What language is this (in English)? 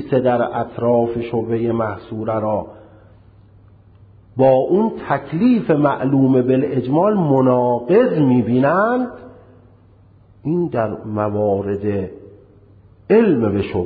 Persian